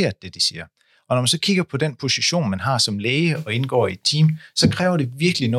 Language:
Danish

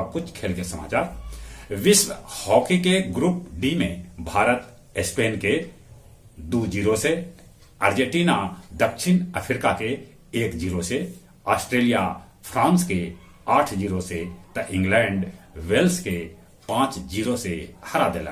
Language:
Magahi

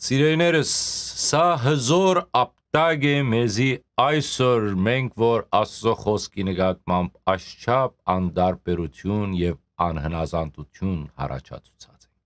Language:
Western Armenian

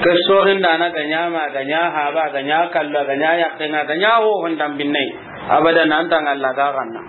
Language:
Soninke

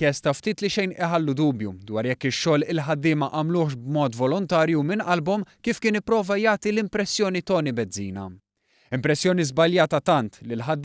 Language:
Maltese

